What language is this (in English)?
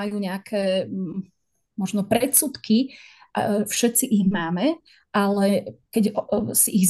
Slovak